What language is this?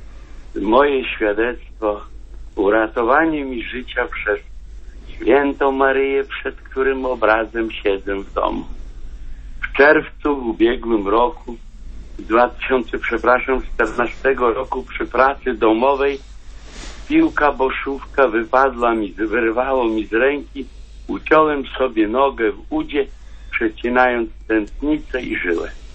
Polish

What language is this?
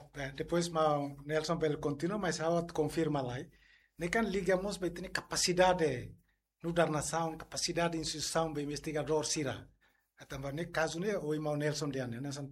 Tetum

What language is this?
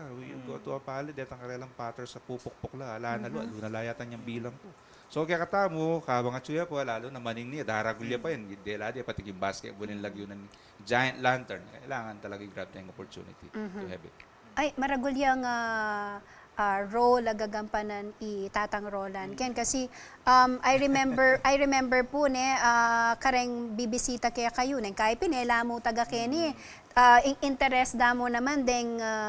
Pampanga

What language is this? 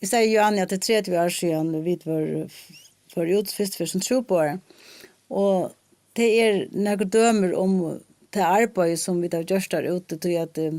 Faroese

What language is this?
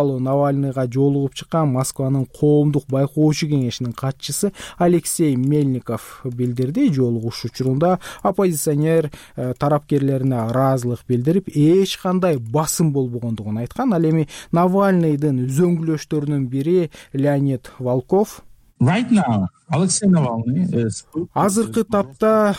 Kyrgyz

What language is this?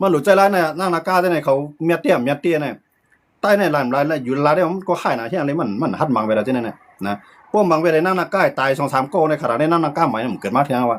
Shan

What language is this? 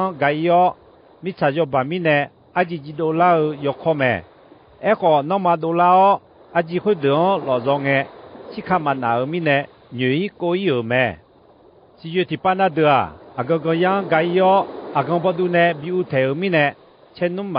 Akha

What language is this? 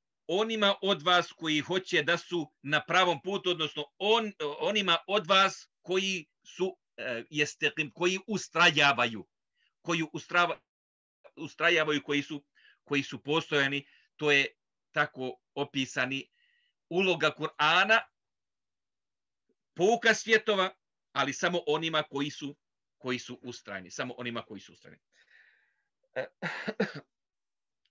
Bosnian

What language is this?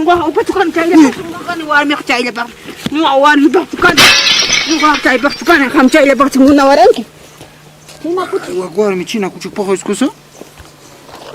Ayacucho Quechua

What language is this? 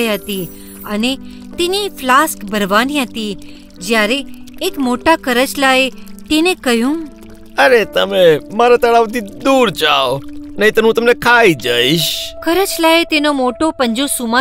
Gujarati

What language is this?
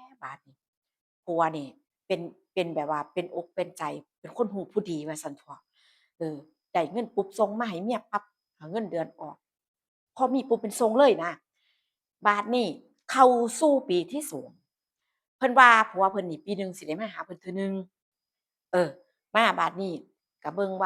Northeastern Thai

